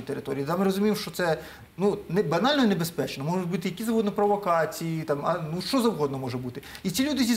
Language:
Ukrainian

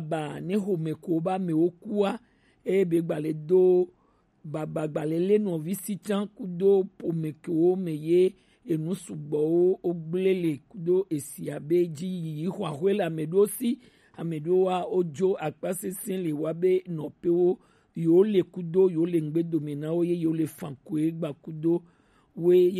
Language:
Gen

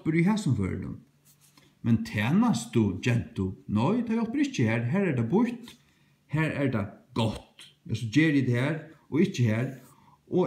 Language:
Faroese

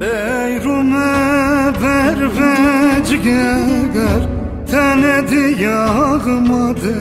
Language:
Zaza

